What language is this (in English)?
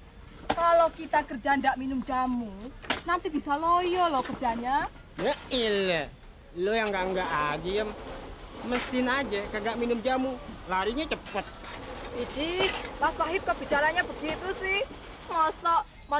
Betawi